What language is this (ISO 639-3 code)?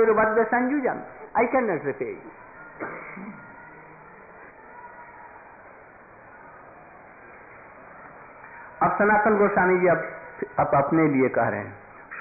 hin